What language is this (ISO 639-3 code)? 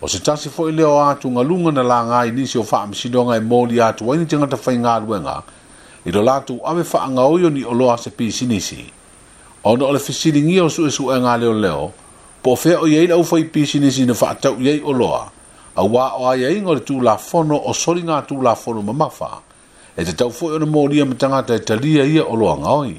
smo